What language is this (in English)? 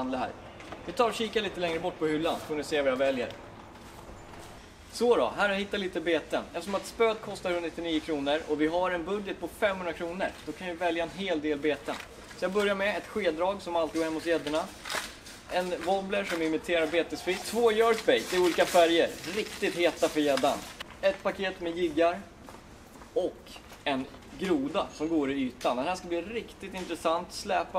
Swedish